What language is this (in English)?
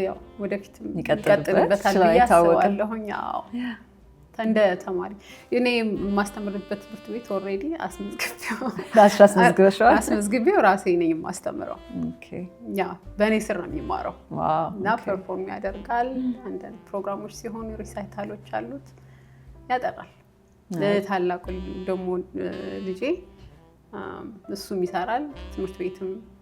Amharic